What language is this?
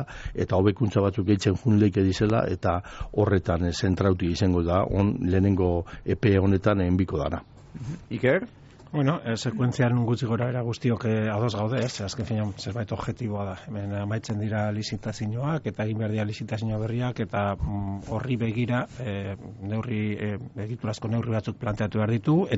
Basque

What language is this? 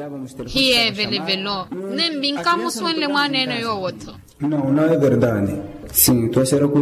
Makhuwa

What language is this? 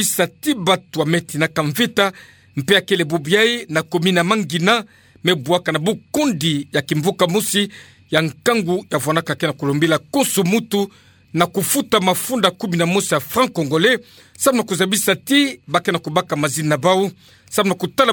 Kituba (Democratic Republic of Congo)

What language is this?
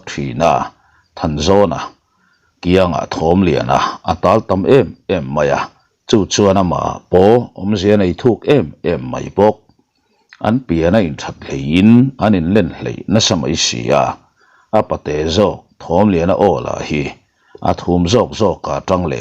Mizo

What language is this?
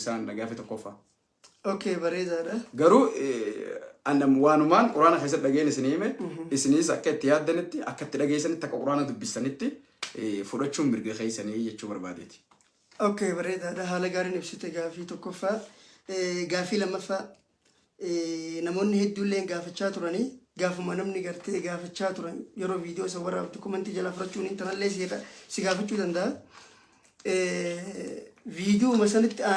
Oromo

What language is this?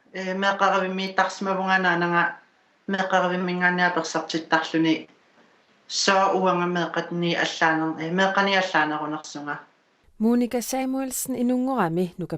Kalaallisut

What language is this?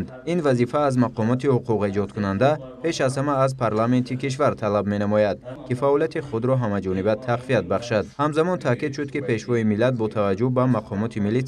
Tajik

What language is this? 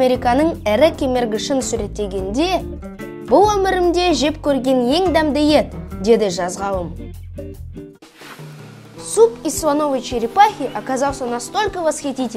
Kazakh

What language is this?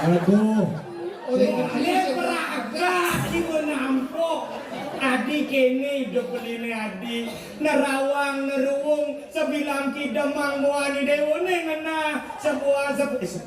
Balinese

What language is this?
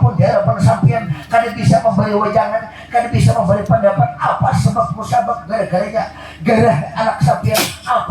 Banjar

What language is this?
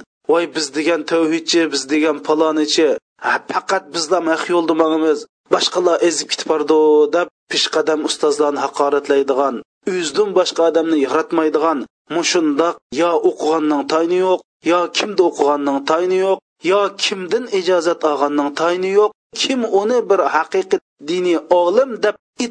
Uyghur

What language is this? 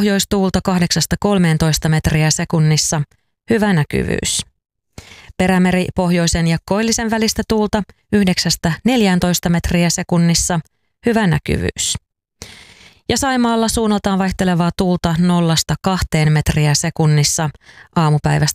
Finnish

